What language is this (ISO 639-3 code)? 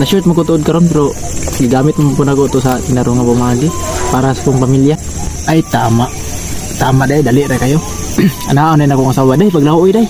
ceb